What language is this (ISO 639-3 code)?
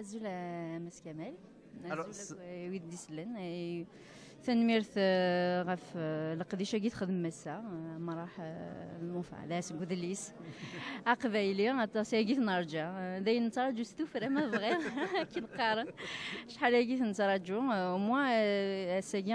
kab